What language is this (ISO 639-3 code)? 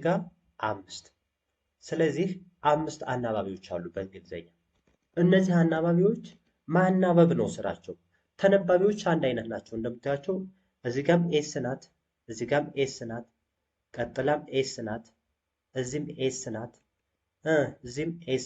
amh